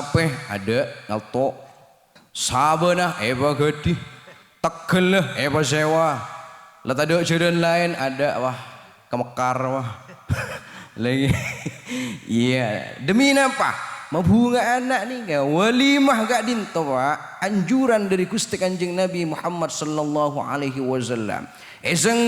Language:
Madurese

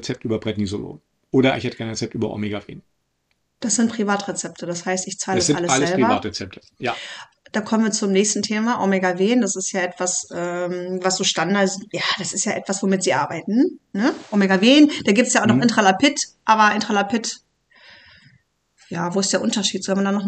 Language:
German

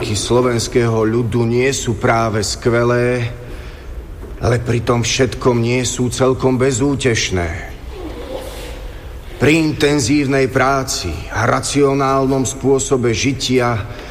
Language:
Slovak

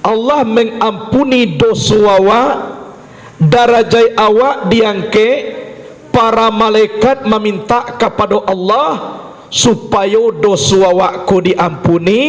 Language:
Minangkabau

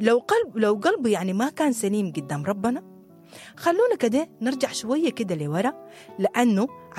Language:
Sudanese Arabic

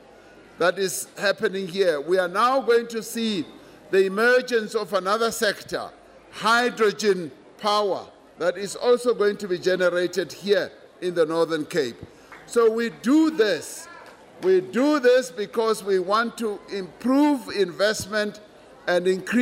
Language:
English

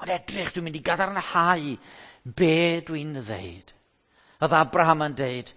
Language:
Welsh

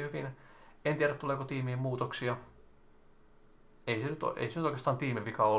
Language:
Finnish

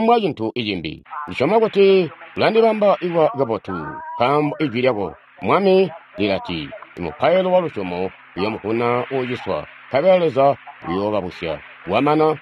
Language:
Tonga (Zambia)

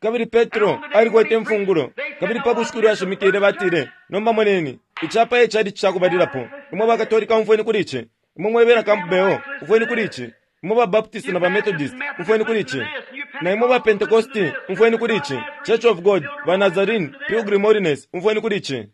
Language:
Bemba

